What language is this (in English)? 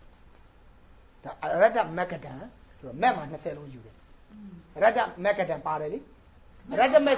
Burmese